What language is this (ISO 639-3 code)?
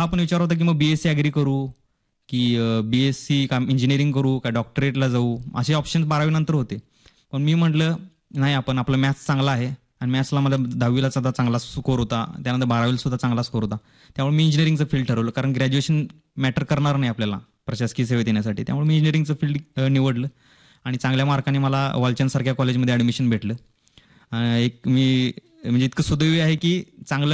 mar